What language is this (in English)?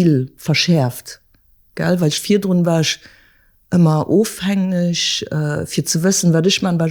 Luxembourgish